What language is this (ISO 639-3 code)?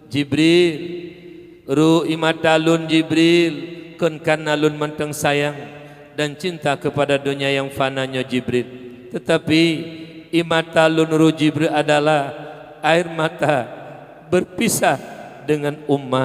ace